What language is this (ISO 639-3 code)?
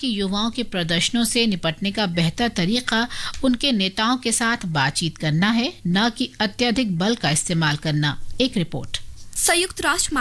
hin